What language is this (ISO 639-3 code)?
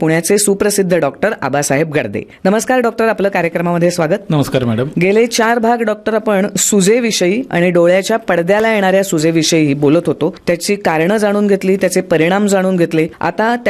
mar